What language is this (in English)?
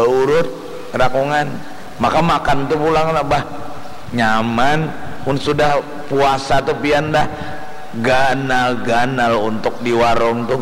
Banjar